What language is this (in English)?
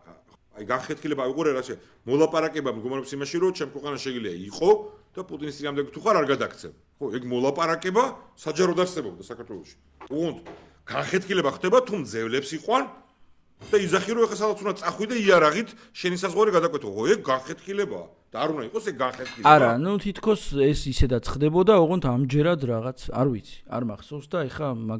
Georgian